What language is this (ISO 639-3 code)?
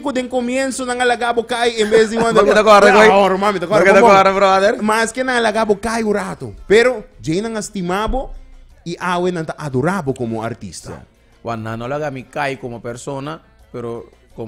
pap